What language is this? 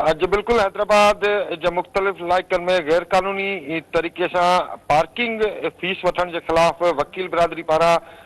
Sindhi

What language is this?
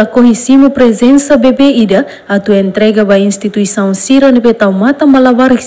Tetum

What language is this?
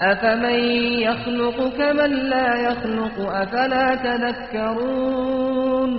Kurdish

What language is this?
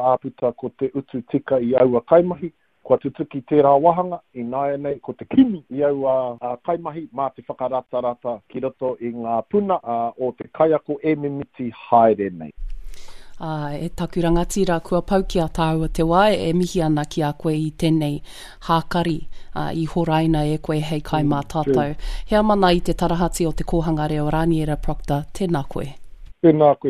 Māori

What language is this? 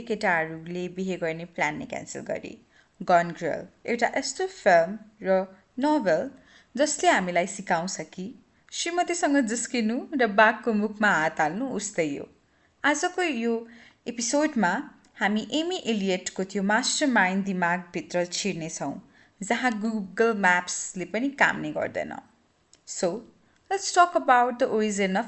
Nepali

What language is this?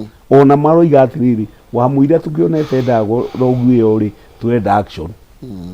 Kikuyu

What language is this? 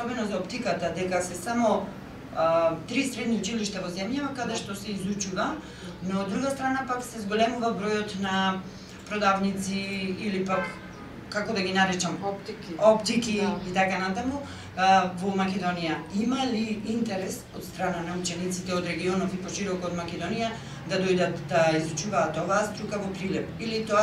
Macedonian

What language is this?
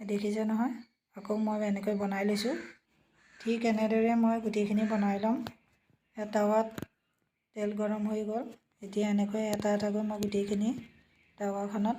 Assamese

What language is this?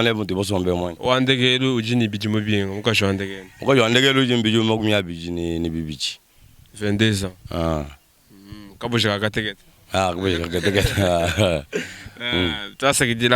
Luba-Lulua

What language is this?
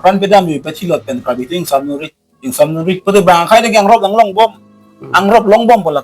Karbi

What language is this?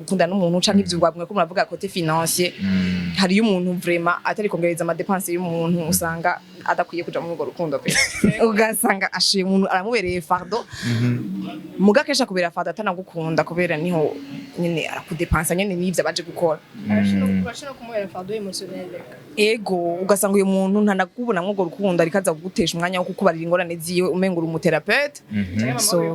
Rundi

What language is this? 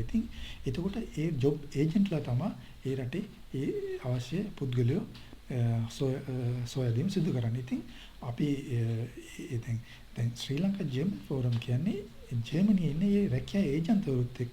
Sinhala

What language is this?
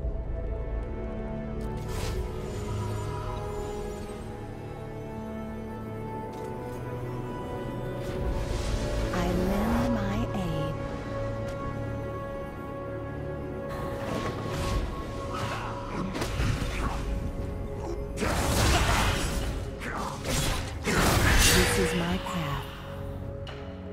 English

